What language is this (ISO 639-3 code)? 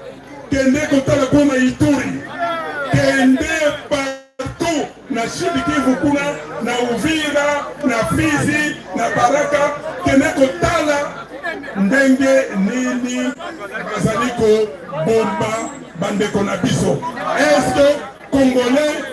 lin